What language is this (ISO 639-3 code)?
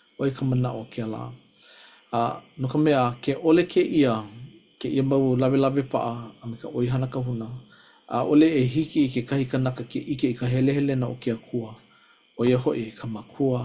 haw